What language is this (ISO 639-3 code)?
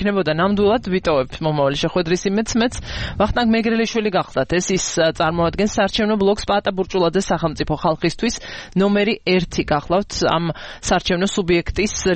kat